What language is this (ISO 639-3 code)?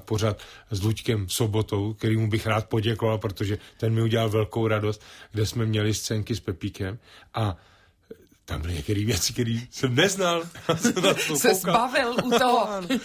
ces